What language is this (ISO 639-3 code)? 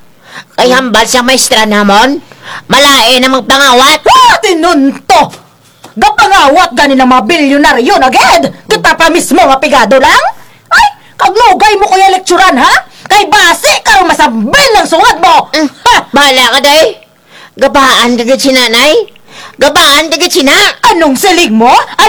krj